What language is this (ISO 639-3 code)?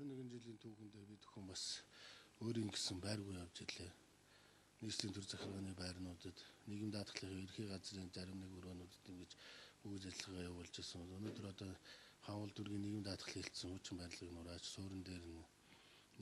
mon